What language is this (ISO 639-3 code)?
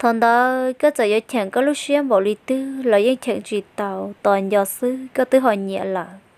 hmn